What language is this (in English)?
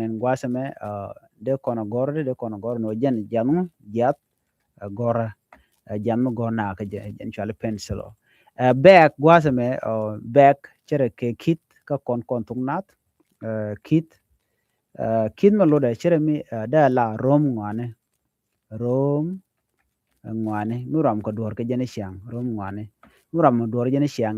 Nuer